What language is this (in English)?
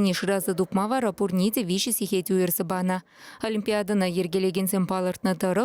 Chuvash